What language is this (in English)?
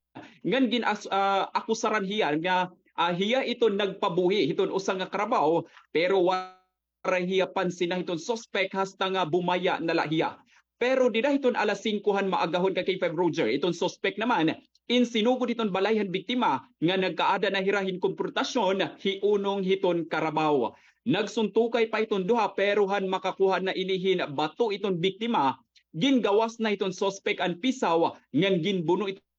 Waray